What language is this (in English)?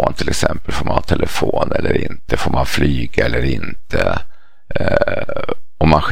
Swedish